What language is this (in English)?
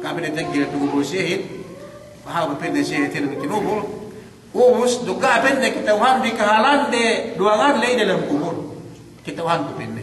Yakan